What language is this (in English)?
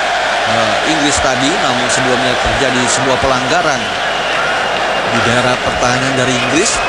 Indonesian